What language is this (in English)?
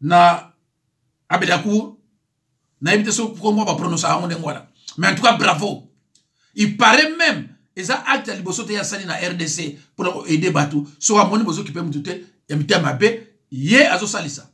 Lingala